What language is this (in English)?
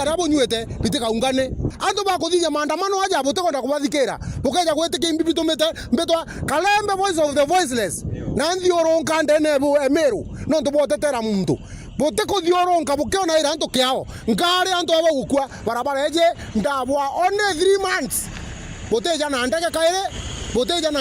Meru